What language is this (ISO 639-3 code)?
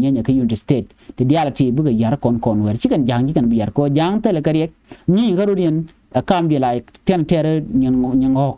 nus